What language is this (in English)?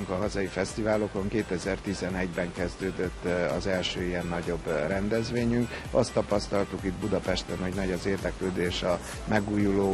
Hungarian